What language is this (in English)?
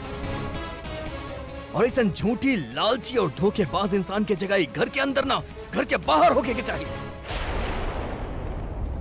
Bhojpuri